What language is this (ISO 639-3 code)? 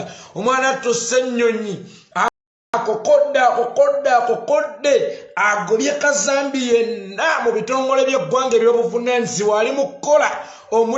lug